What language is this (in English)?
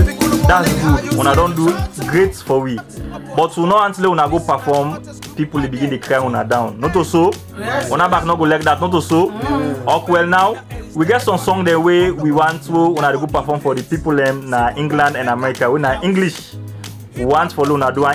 Krio